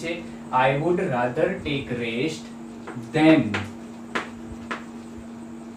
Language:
Gujarati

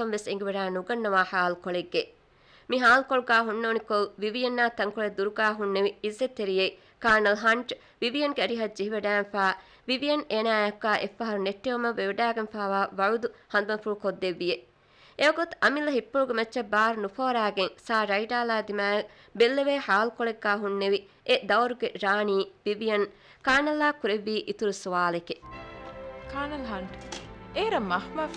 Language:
Divehi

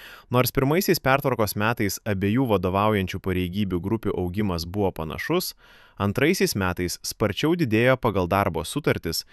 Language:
Lithuanian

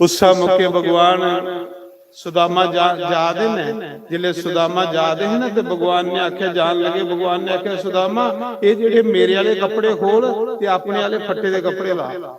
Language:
Dogri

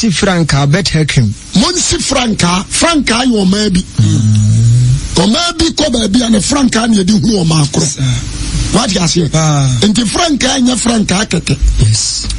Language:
Akan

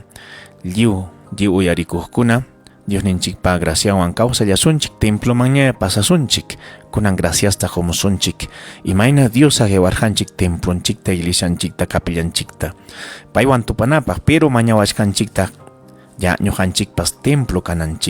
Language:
Ayacucho Quechua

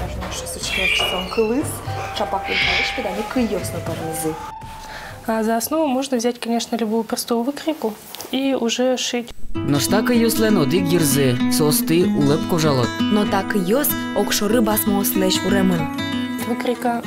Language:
Udmurt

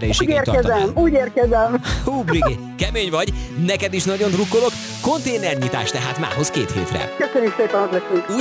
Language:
Hungarian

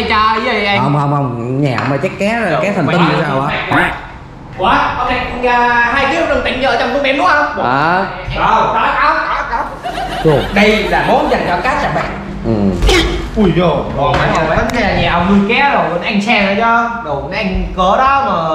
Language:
Vietnamese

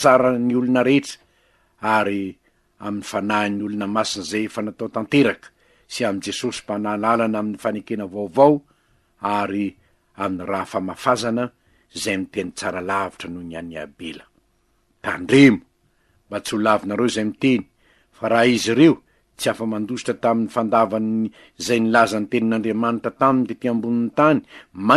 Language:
Malagasy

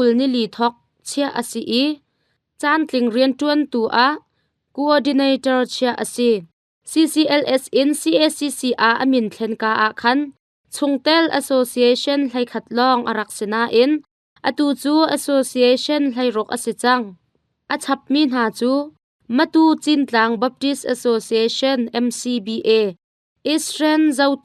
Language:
Hakha Chin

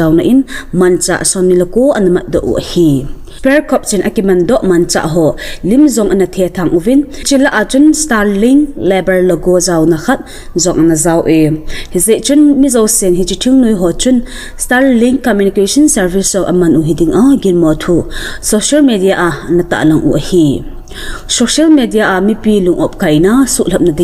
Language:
Thado Chin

